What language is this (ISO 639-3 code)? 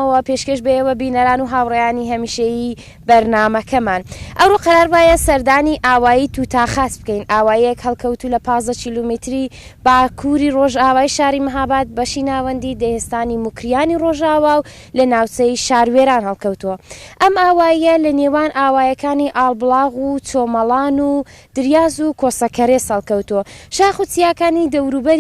ckb